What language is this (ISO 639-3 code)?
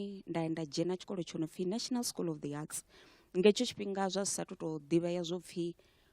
ven